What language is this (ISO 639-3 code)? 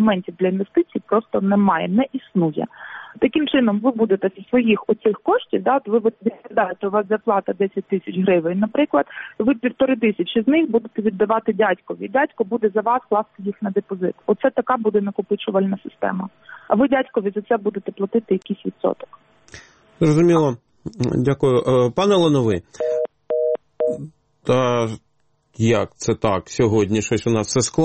ukr